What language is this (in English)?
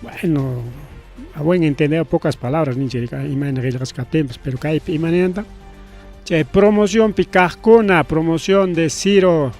Ayacucho Quechua